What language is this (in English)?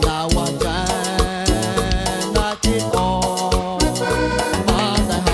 Guerrero Amuzgo